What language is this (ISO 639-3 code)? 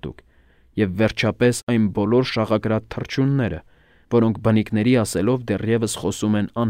hye